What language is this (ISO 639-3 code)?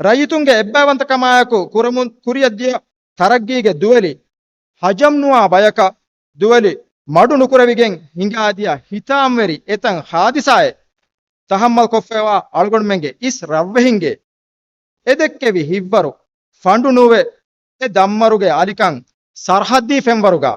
div